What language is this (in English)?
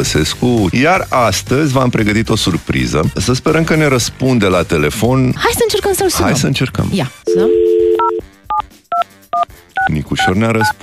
Romanian